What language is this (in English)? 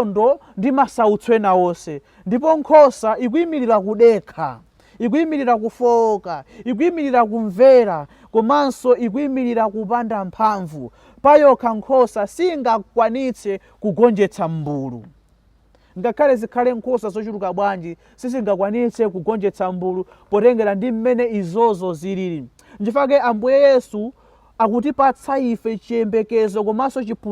Nyanja